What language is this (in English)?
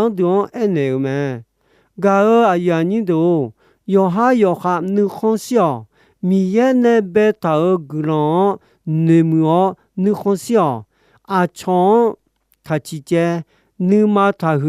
Akha